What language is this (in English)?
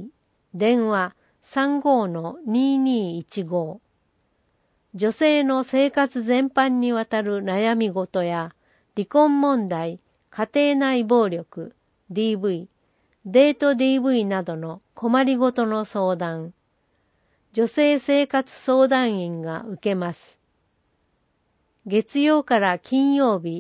Japanese